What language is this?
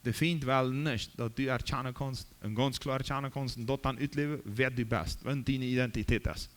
Plautdietsch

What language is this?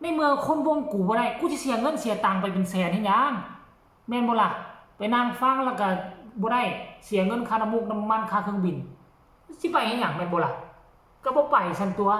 Northeastern Thai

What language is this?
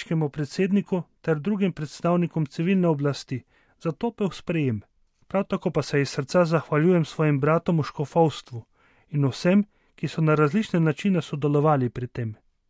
Slovenian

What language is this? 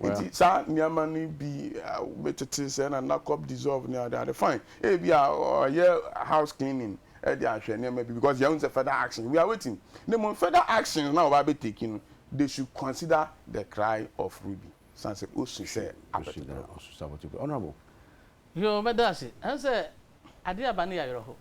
Akan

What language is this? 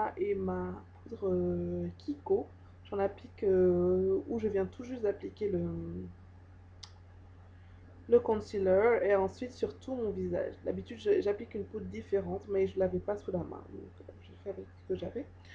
French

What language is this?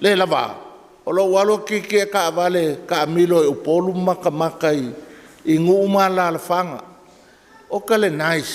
Samoan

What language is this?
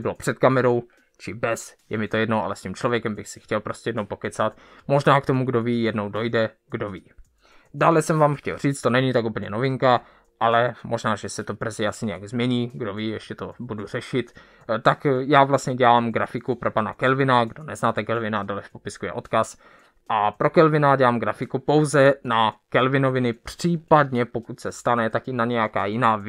Czech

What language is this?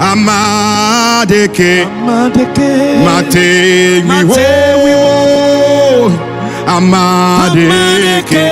Ewe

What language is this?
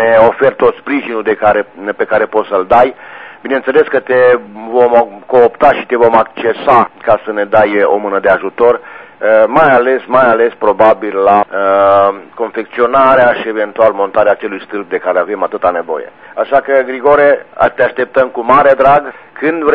Romanian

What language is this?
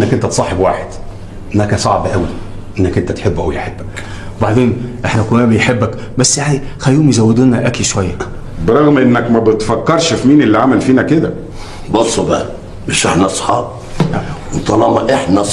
Egyptian Arabic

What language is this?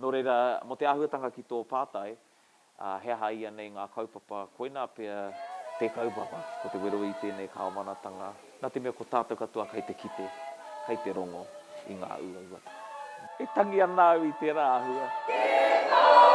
Māori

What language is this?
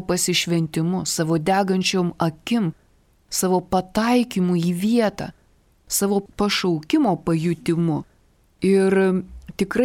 Lithuanian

